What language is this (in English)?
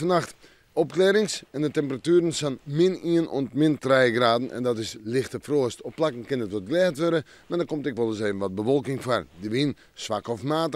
Western Frisian